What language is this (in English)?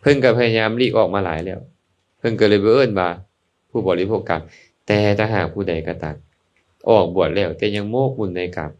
Lao